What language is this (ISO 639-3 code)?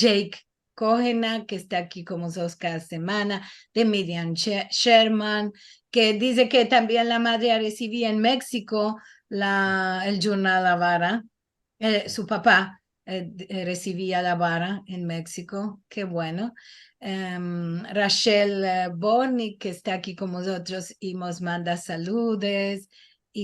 lad